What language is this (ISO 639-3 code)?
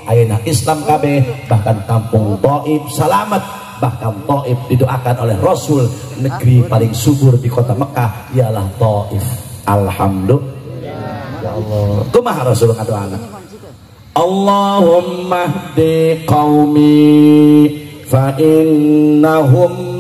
sun